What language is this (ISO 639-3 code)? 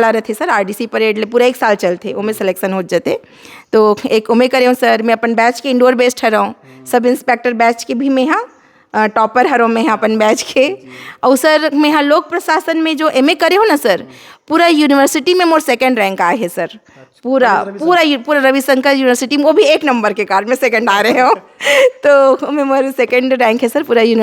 hne